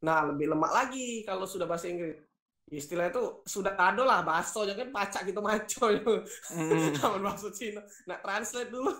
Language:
Musi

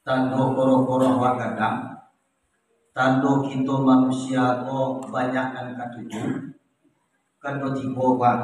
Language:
Minangkabau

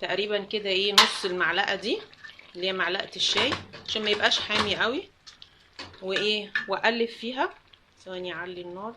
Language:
Egyptian Arabic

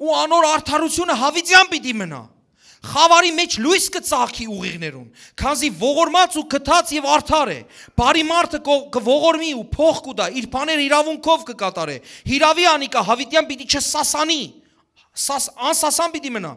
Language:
Western Armenian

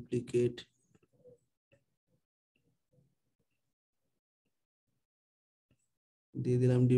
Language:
Bangla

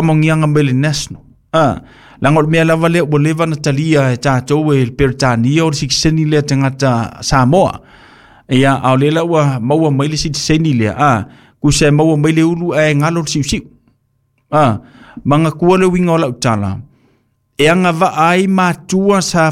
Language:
Samoan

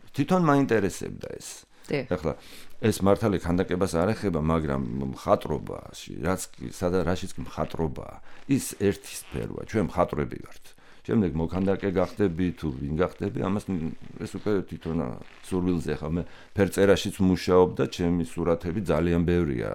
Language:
Georgian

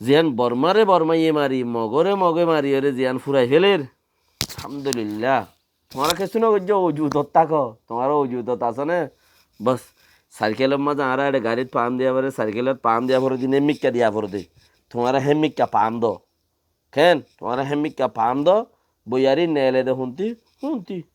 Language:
Rohingya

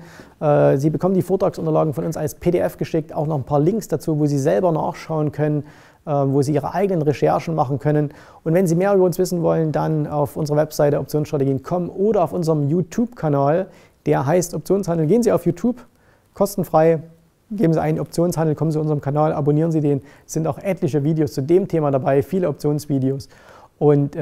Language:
German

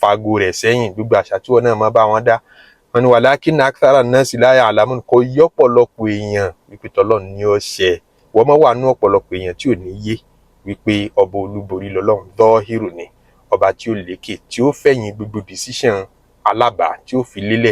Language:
Yoruba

